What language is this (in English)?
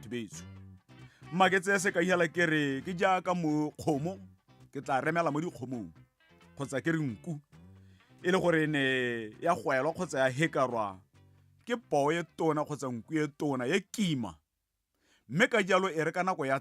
Tswana